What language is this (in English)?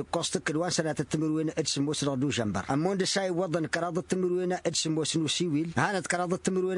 Tamasheq